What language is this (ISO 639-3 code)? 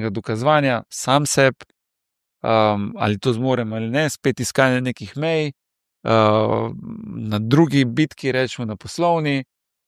slv